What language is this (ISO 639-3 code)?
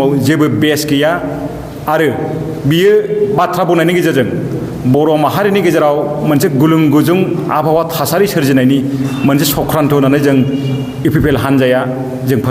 brx